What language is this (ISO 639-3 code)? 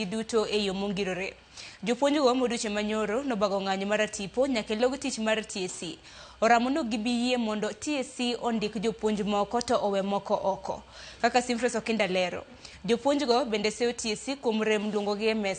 luo